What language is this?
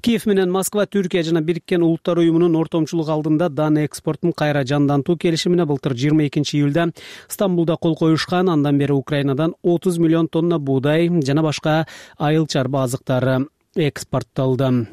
Kyrgyz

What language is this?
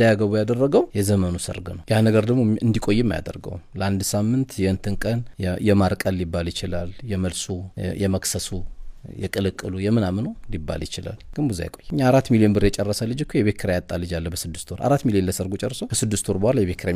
Amharic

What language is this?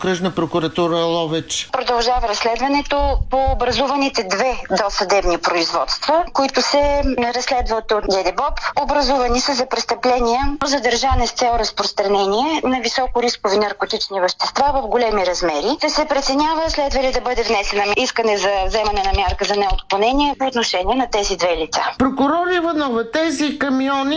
Bulgarian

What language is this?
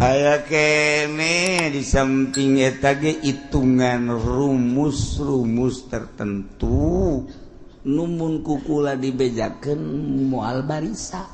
Sundanese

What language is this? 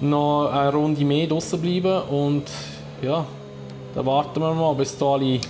Swiss German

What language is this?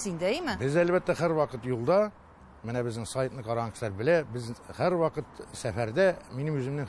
Tatar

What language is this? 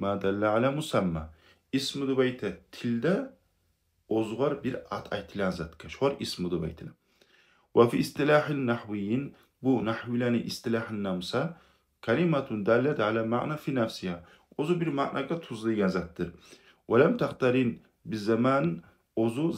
Kumyk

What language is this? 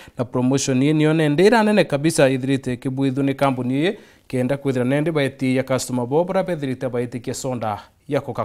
Meru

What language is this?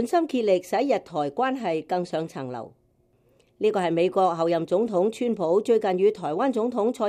Cantonese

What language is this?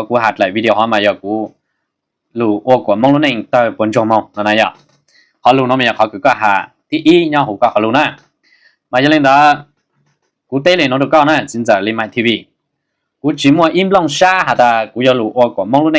Hmong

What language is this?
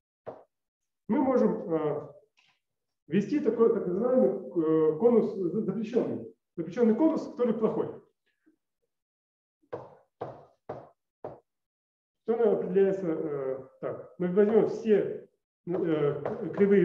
Russian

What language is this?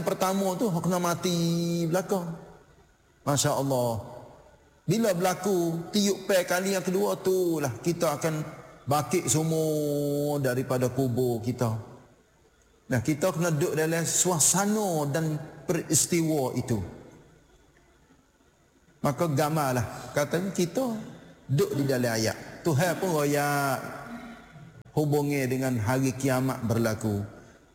Malay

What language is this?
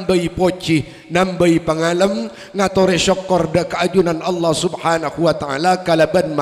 Madurese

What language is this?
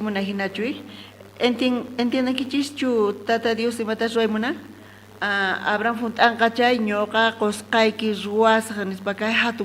South Bolivian Quechua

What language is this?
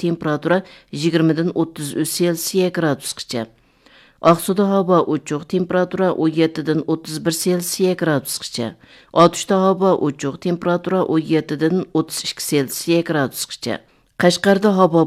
Uyghur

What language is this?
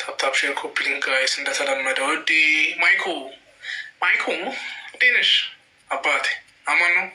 Amharic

